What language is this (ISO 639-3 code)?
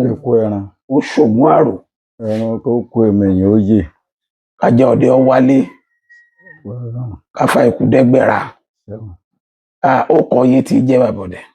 yor